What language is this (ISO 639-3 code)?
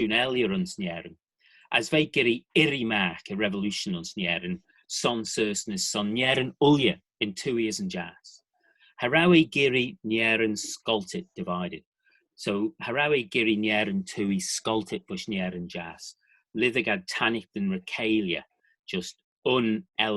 glv